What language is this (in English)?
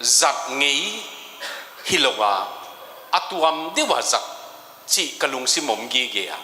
Tedim Chin